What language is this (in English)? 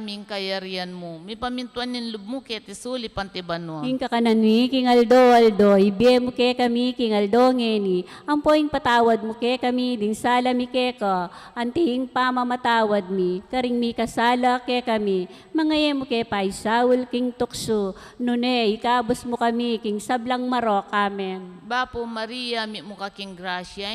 Pampanga